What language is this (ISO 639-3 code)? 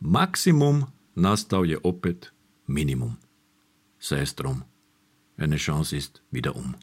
hrv